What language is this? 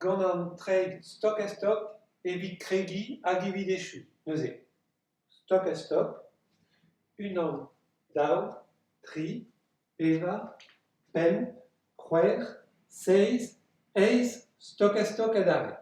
Breton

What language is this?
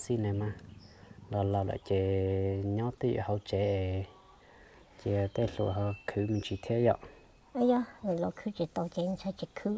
Hmong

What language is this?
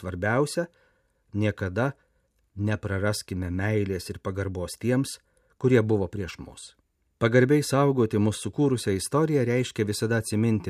Lithuanian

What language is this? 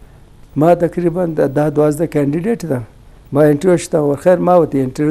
Eastern Balochi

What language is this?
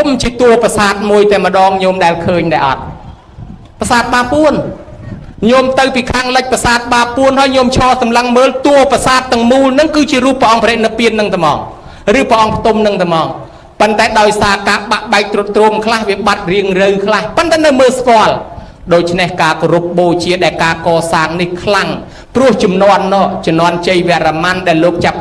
Khmer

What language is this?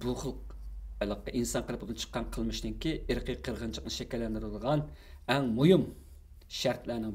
Uyghur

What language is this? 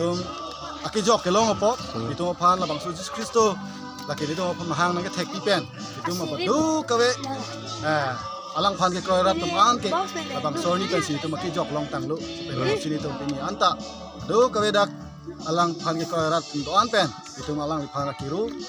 Karbi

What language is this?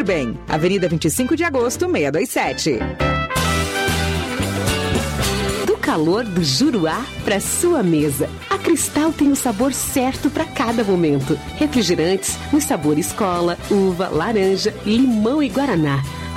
Portuguese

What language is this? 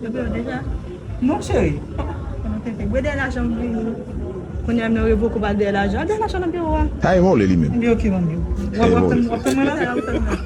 Haitian Creole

